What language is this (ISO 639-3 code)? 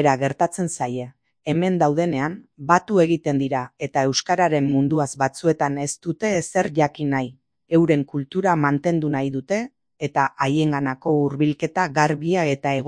eus